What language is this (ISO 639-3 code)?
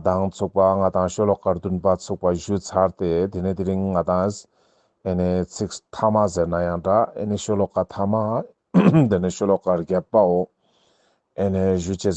lbj